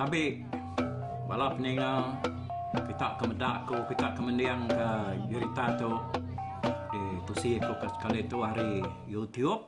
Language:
Iban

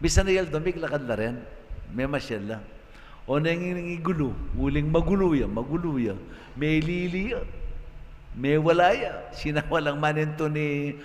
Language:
Pampanga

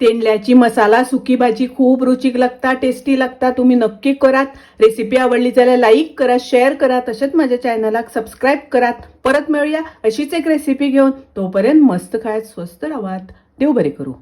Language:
Konkani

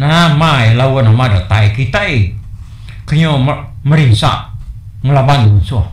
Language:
Iban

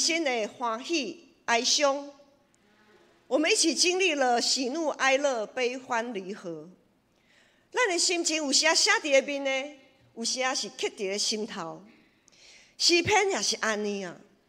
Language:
Min Nan Chinese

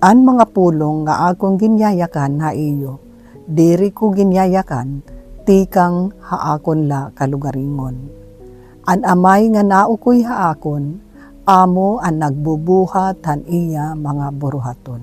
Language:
Waray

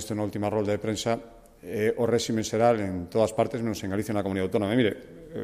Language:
Galician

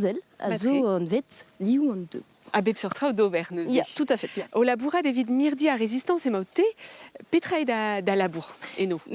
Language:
Breton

